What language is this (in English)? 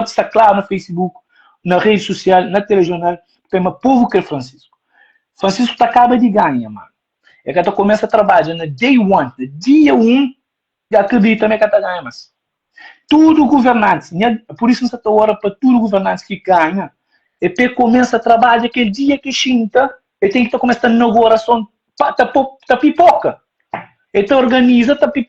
Kabuverdianu